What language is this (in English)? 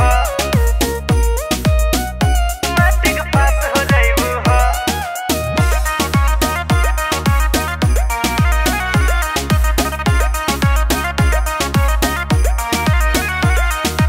Bhojpuri